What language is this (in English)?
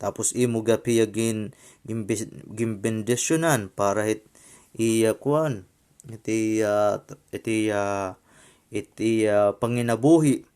Waray